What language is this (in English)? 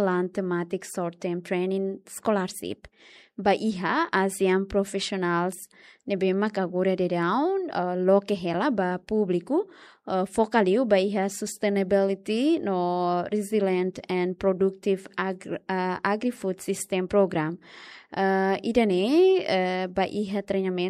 Tetum